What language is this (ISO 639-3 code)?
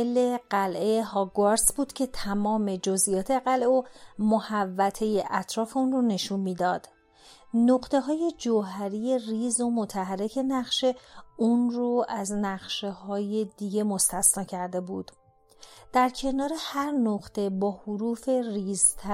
fas